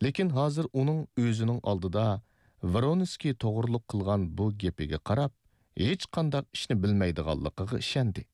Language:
Uyghur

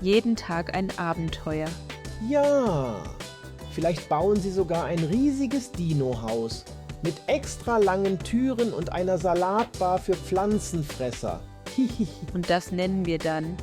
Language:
Swiss German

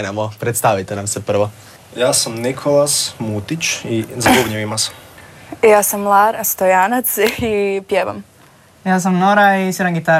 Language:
Croatian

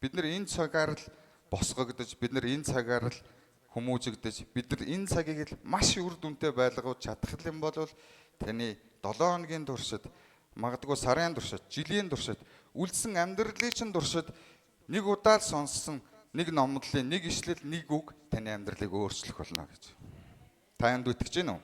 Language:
Mongolian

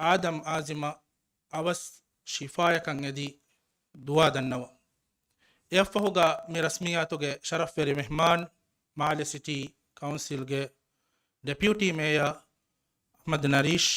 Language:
Divehi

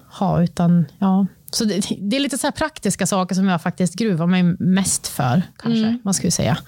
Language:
Swedish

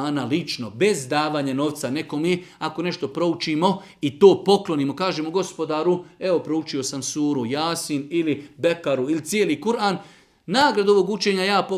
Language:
Bosnian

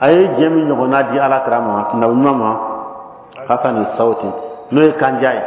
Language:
Bambara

